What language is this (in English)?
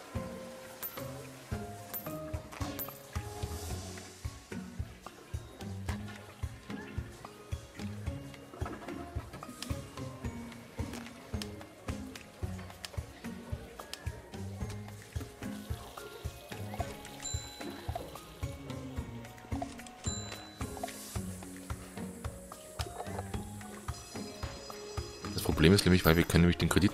German